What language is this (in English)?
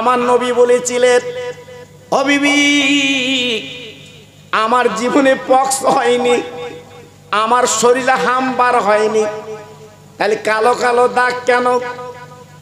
Bangla